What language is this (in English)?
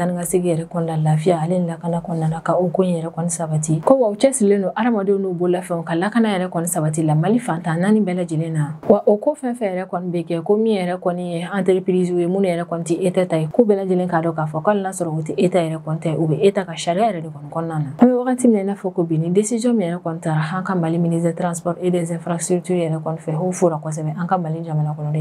Bambara